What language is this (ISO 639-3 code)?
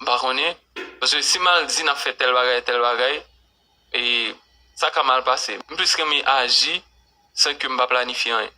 hat